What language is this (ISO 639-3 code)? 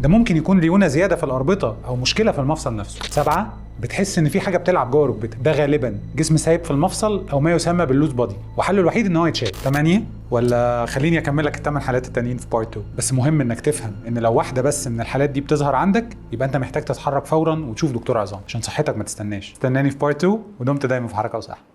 arz